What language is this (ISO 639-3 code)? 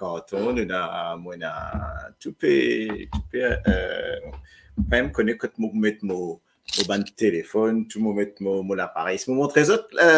mfe